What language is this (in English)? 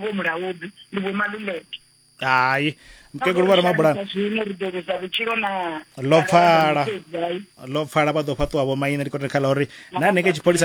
Venda